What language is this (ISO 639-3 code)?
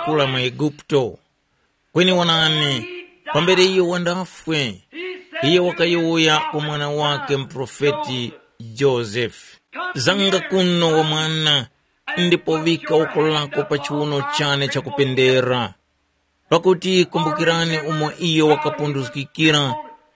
tum